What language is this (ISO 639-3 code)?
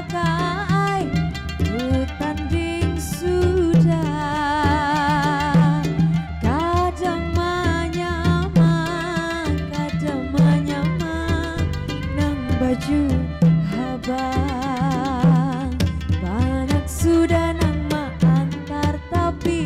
bjn